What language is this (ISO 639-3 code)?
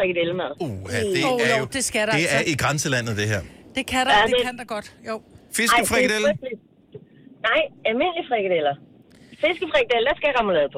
dan